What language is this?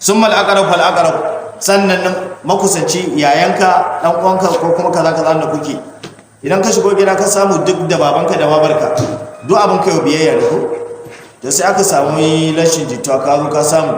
Hausa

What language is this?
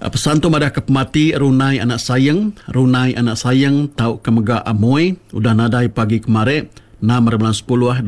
Iban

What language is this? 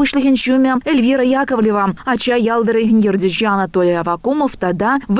Chuvash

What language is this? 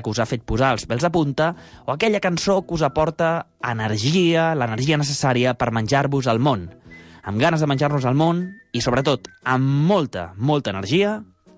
Catalan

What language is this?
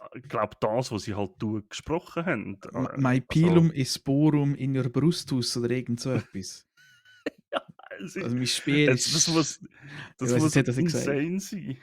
Swiss German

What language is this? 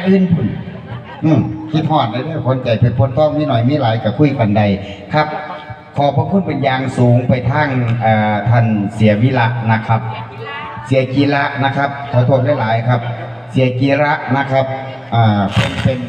Northeastern Thai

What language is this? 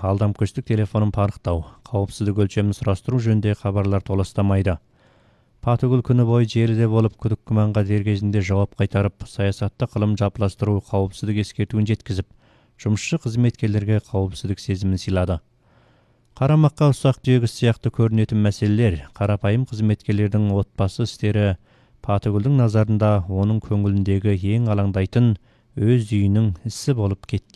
Kazakh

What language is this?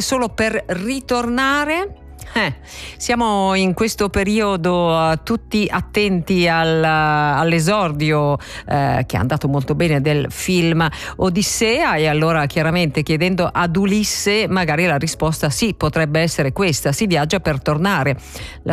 Italian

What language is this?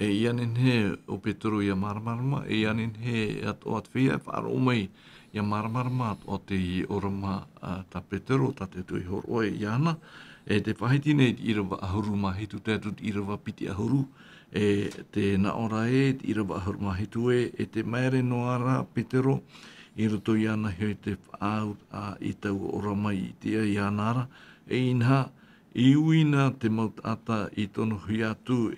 Tahitian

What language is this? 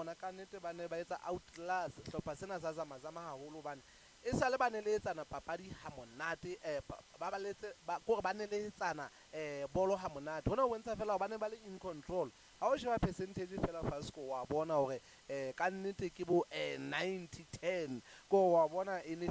Southern Sotho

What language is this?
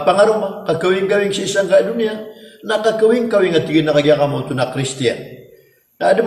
Maranao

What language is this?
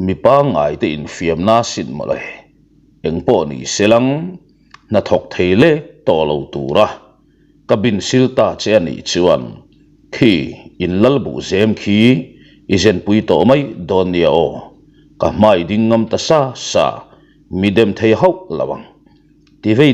Mizo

